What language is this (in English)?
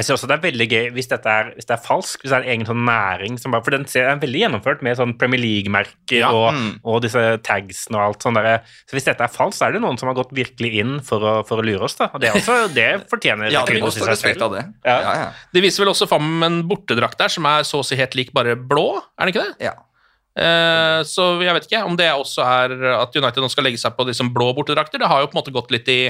Norwegian